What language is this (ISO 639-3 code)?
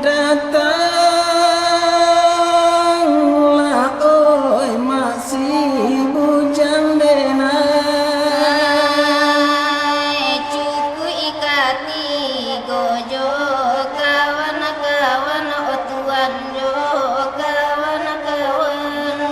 min